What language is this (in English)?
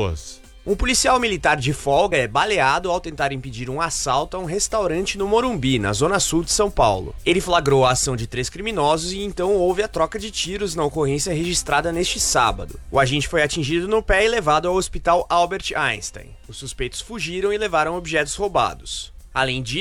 Portuguese